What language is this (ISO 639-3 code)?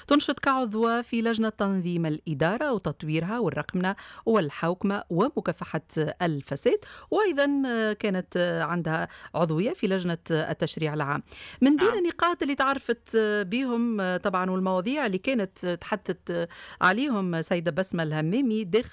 aeb